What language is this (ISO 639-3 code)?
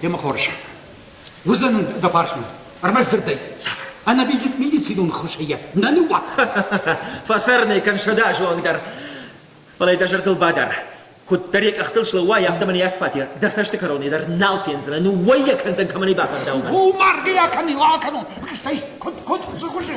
oss